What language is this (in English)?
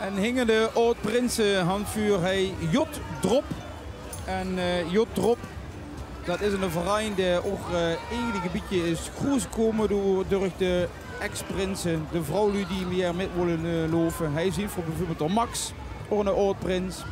Limburgish